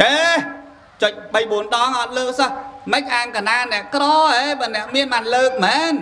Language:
Khmer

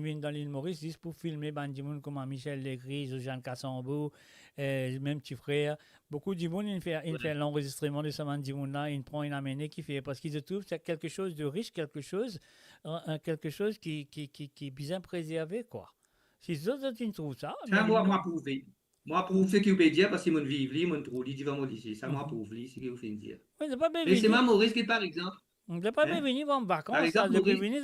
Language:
Morisyen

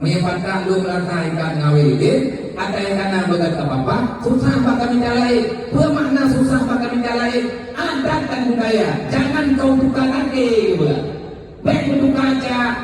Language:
Achinese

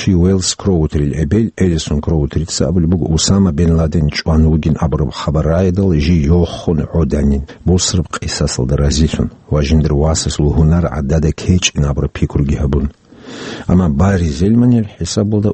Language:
Avaric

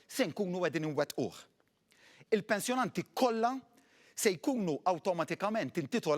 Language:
Maltese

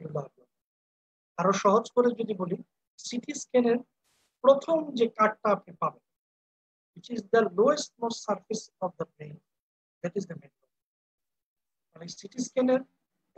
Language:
Bangla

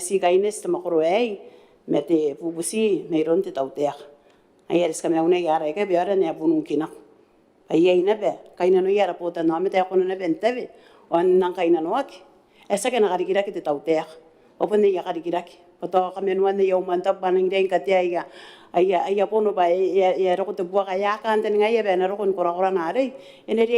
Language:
Gilbertese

